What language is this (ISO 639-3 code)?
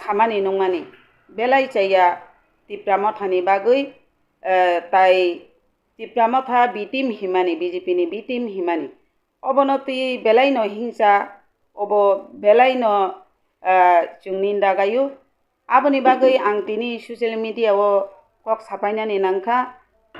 trp